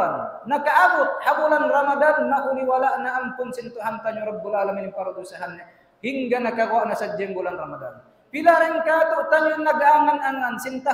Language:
Tausug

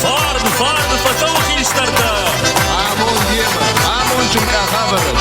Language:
Ossetic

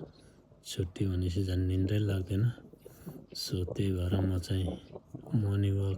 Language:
Nepali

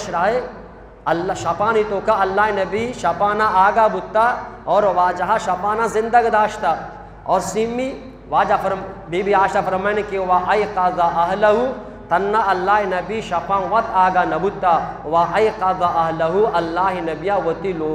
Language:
Eastern Balochi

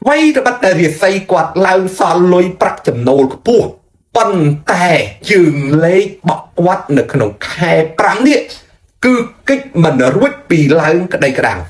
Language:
Khmer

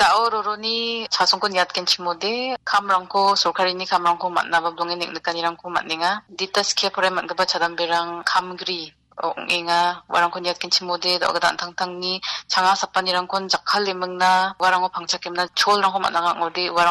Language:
Garo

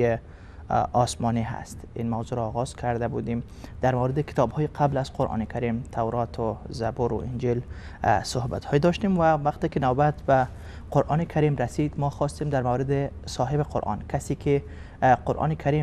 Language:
Persian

